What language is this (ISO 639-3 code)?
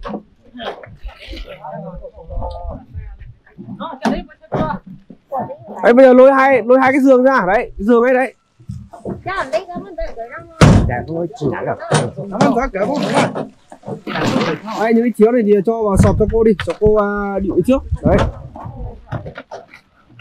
vie